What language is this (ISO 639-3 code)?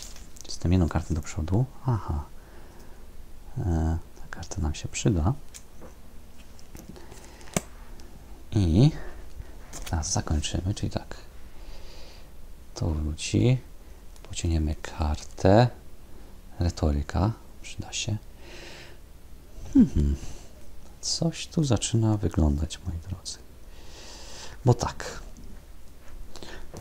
pol